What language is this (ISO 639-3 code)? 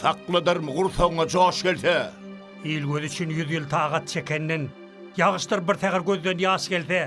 tuk